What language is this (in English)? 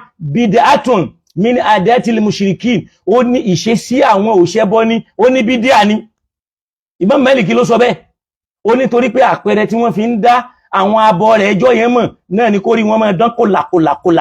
Yoruba